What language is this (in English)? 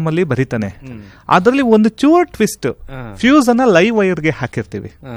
Kannada